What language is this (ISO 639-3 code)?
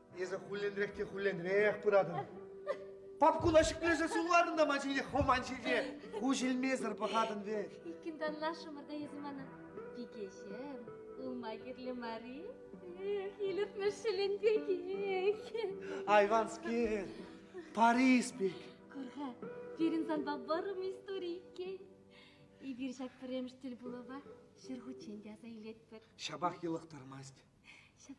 chv